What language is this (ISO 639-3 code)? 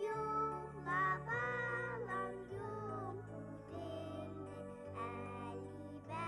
bak